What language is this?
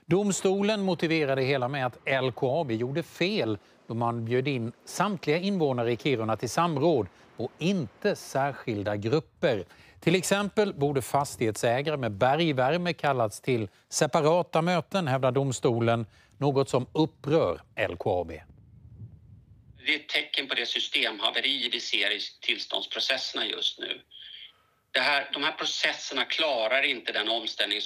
Swedish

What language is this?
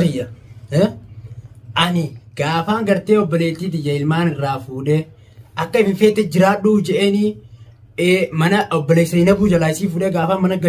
Oromo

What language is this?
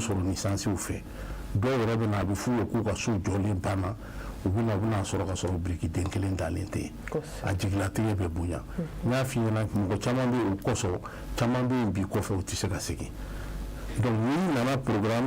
Bambara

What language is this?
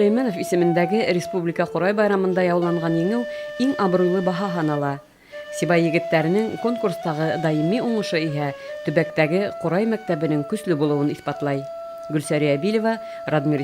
Bashkir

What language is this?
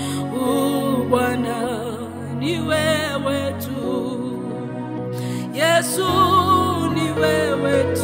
Swahili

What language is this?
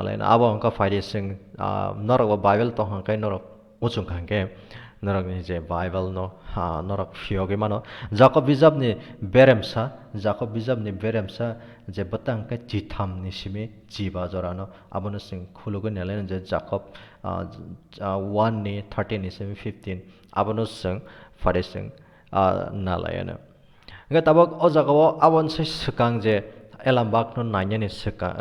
Kok Borok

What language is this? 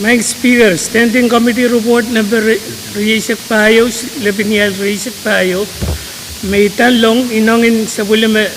Pohnpeian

